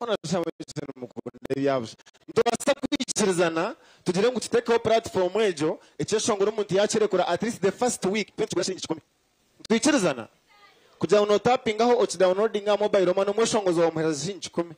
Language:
Nyankole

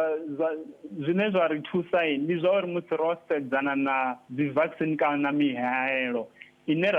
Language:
Venda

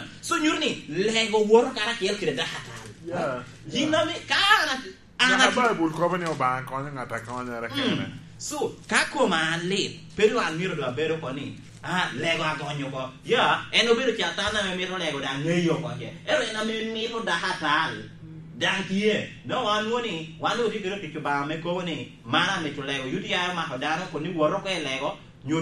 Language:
Lango (Uganda)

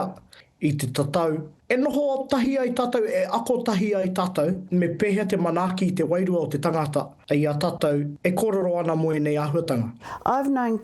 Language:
Māori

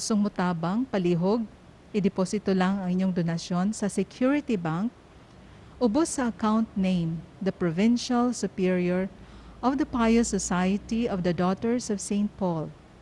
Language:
Cebuano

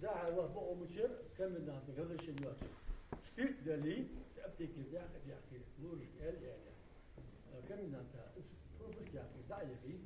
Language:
Ingush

